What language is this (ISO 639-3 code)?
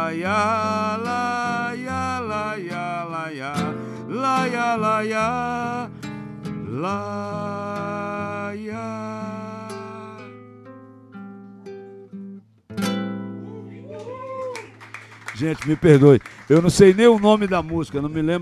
por